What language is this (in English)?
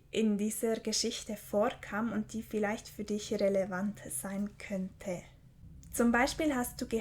Swiss German